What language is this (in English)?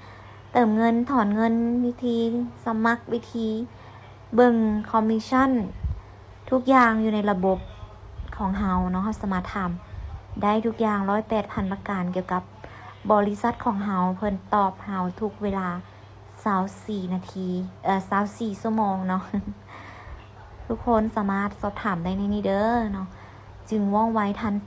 Lao